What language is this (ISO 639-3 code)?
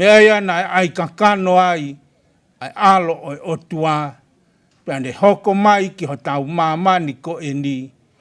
ton